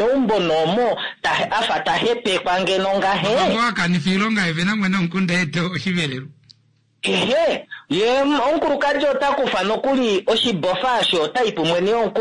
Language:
Kuanyama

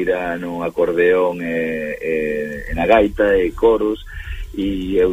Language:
Galician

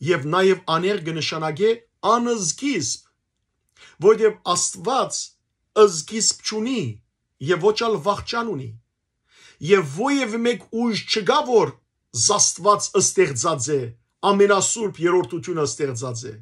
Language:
Western Armenian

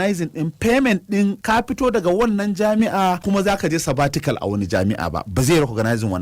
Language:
Hausa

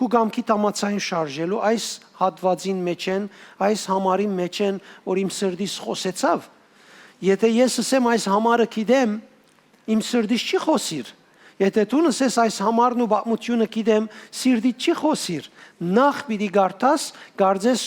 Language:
Western Armenian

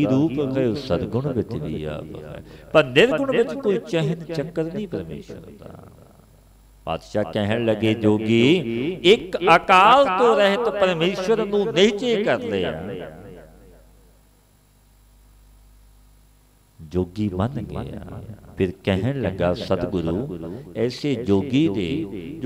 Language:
Punjabi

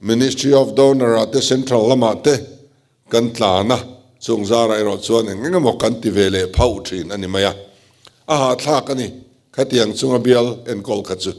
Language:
Mizo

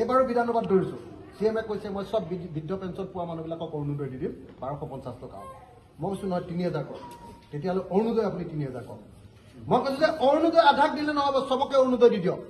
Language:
Assamese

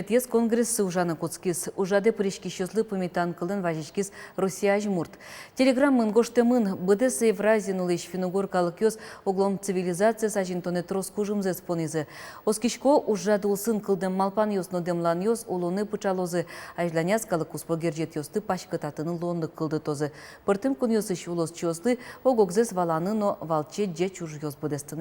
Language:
Udmurt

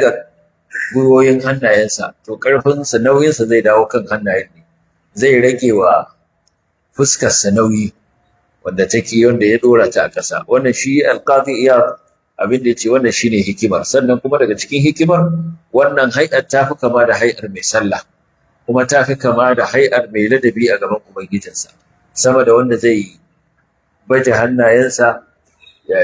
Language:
Hausa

